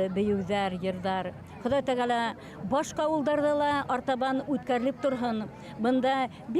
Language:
Bashkir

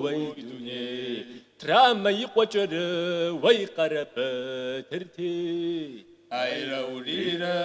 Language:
Kabardian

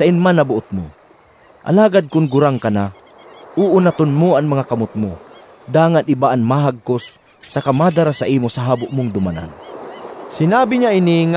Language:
Bikol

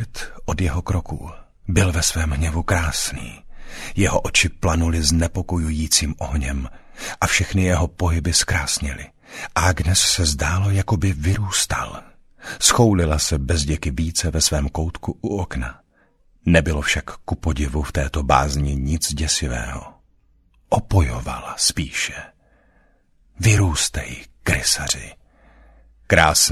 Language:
Czech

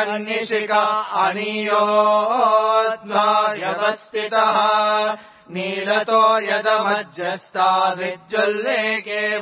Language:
Sanskrit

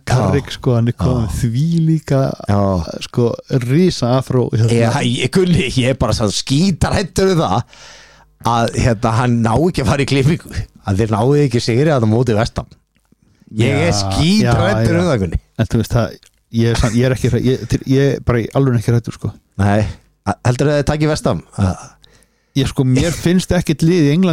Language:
Icelandic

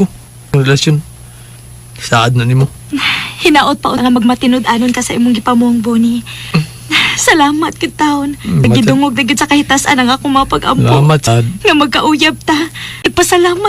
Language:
Cebuano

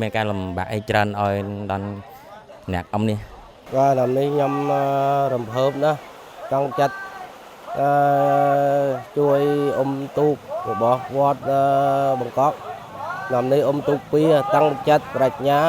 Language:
Khmer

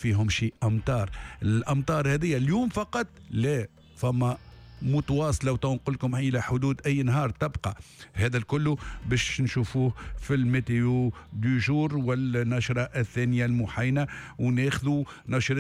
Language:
Tunisian Arabic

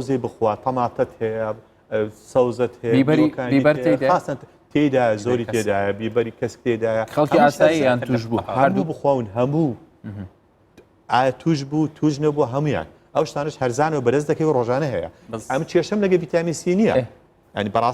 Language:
Central Kurdish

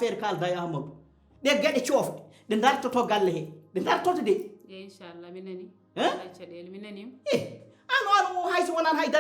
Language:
Fula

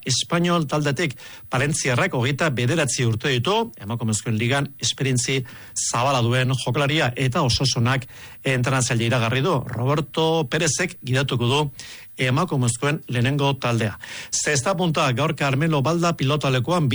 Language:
Basque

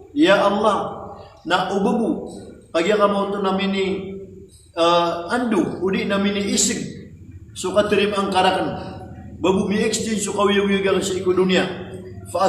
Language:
Maranao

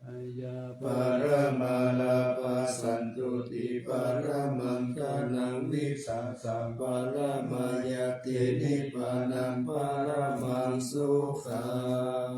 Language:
Pali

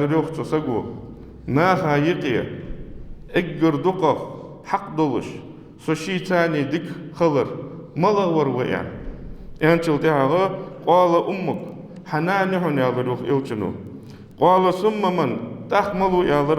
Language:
Ingush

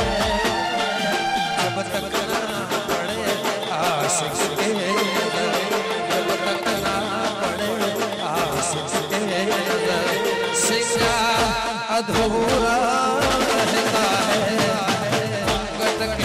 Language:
Hindi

